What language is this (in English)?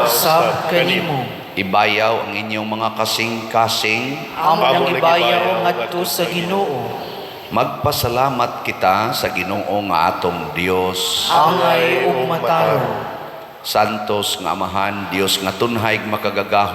Cebuano